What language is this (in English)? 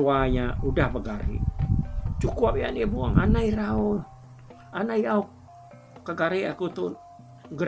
Iban